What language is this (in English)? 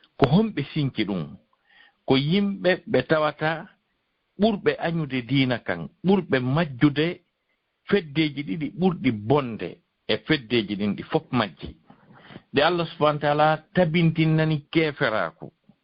Fula